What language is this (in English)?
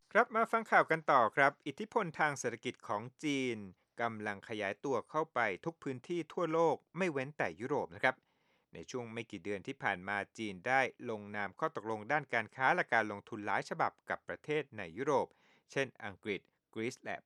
Thai